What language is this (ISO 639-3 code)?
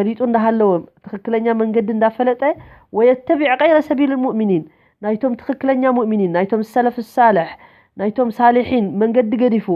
tir